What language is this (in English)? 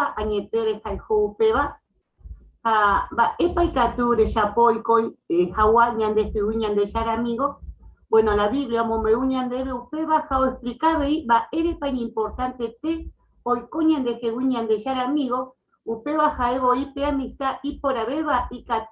Guarani